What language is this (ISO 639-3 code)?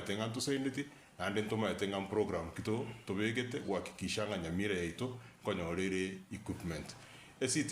guz